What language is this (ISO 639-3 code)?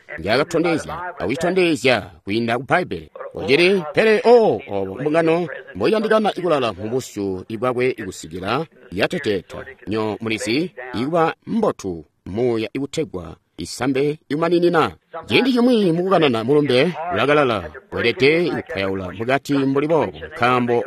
toi